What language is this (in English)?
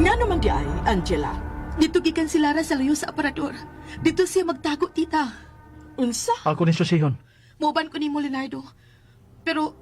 Cebuano